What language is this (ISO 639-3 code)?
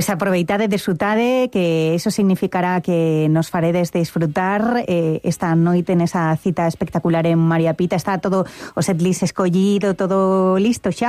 glg